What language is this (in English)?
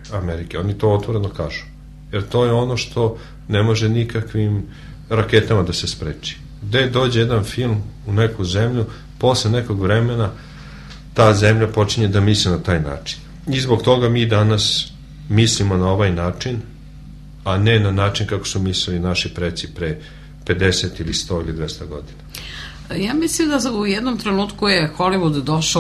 Serbian